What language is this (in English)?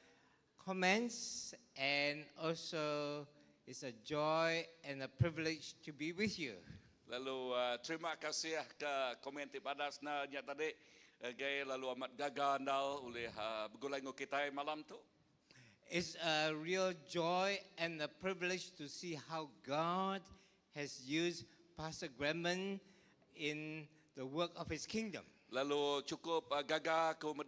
Iban